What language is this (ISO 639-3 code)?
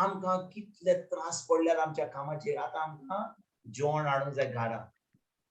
kok